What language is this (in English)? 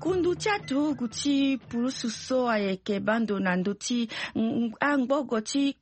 Sango